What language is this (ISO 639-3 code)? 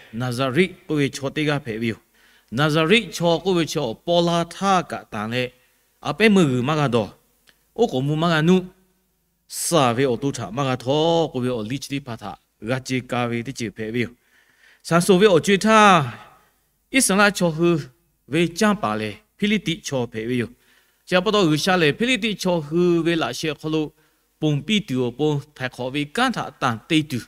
lhu